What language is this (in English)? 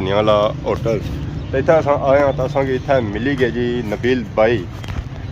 Pahari-Potwari